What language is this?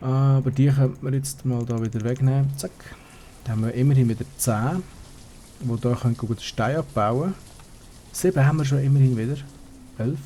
Swiss German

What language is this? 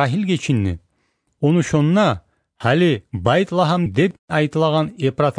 Kumyk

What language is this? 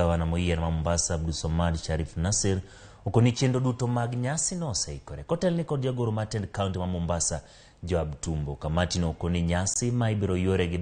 Luo (Kenya and Tanzania)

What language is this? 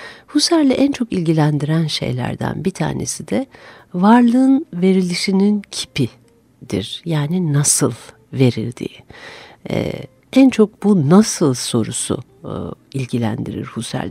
Turkish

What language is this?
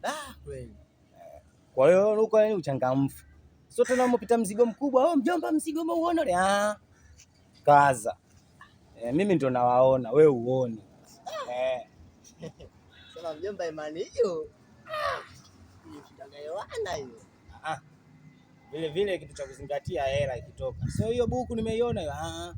Swahili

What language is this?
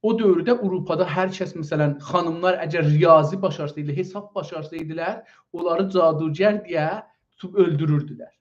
South Azerbaijani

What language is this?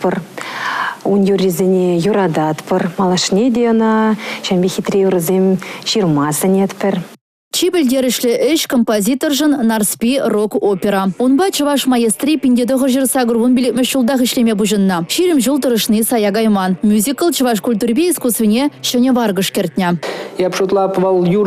Chuvash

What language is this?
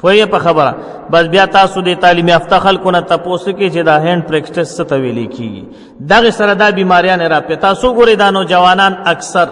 Pashto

